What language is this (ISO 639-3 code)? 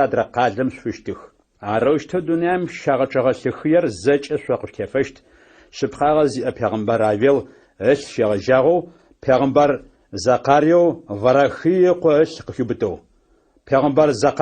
ady